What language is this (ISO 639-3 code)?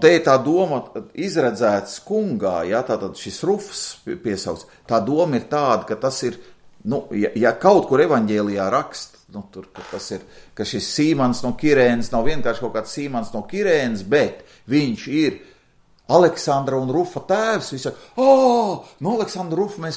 lav